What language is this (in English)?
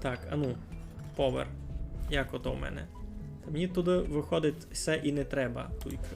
Rusyn